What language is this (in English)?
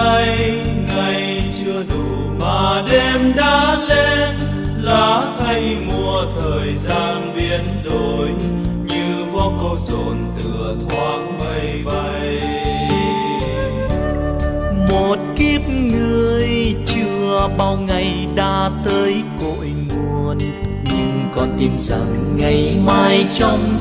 Vietnamese